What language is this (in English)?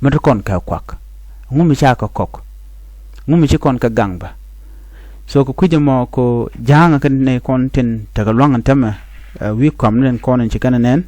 Nuer